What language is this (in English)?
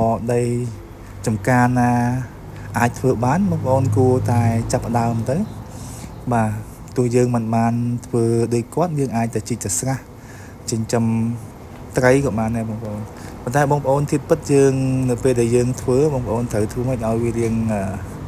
Khmer